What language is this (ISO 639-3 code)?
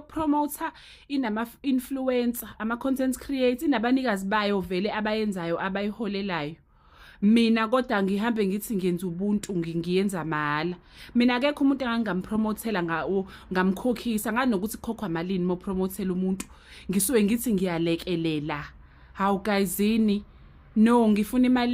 zul